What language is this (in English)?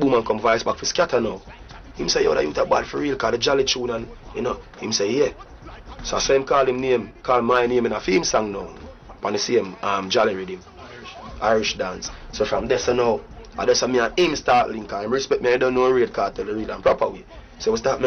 Jamaican Creole English